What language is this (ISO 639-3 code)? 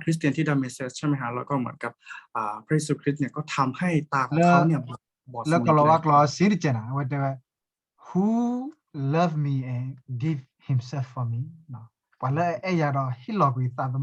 ksw